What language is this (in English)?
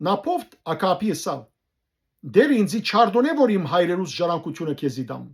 Western Armenian